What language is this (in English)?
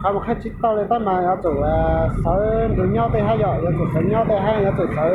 Hmong